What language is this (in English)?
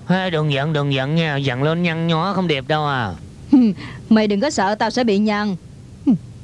Vietnamese